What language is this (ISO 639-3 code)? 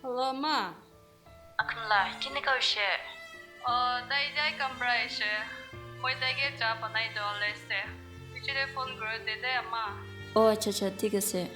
nag